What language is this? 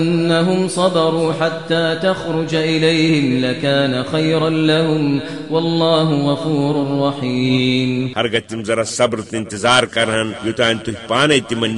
Kashmiri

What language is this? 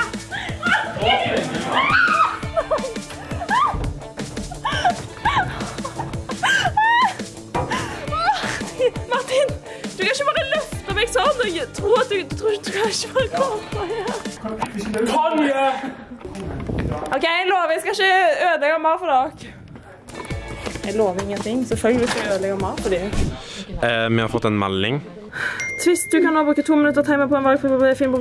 Norwegian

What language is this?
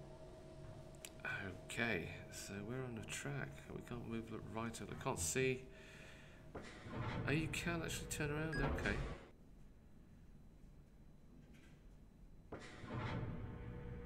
English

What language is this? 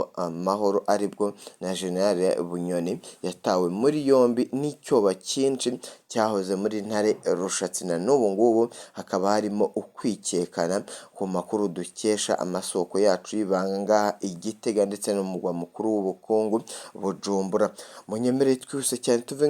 Rundi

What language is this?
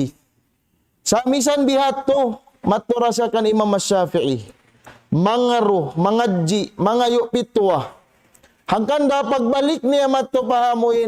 Tausug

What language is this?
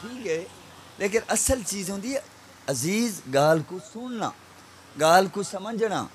Saraiki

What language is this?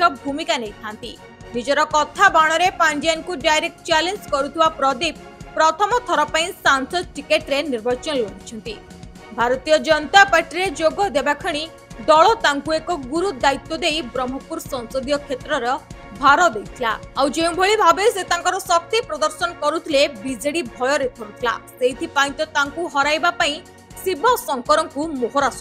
Odia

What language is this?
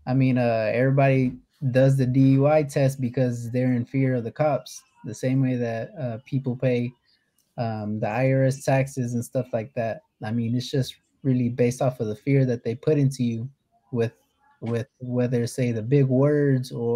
English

